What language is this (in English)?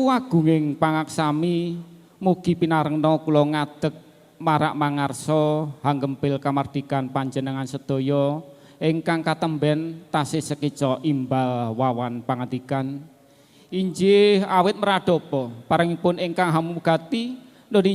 Javanese